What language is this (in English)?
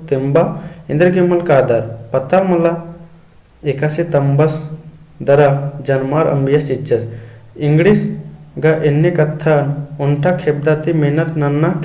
Kurukh